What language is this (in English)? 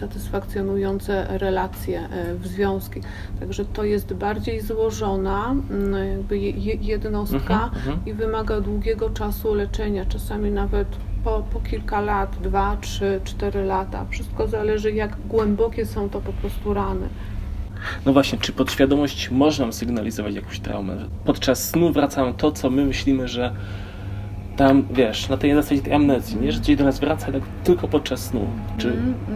Polish